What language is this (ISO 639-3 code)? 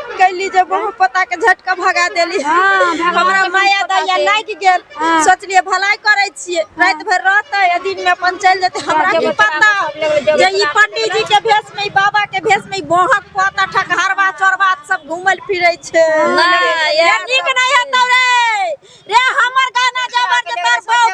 mai